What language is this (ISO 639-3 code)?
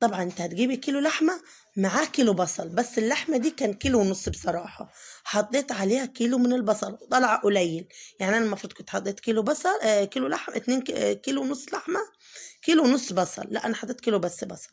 arz